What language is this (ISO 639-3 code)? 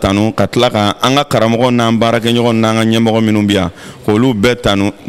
bam